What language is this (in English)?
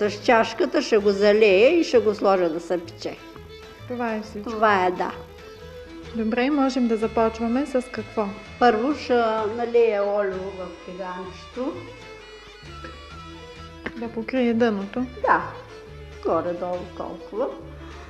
Bulgarian